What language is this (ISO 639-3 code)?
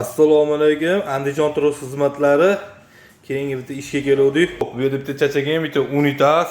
uzb